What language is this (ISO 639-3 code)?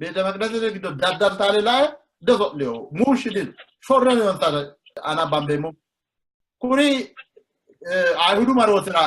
sid